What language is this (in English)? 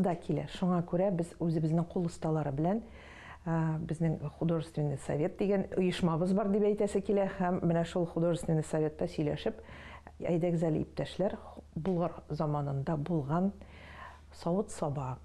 Tatar